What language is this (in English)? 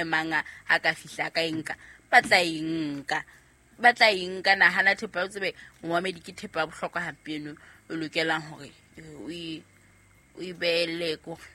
Southern Sotho